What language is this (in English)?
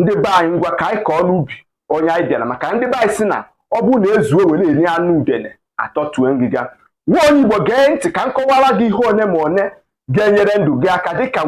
Igbo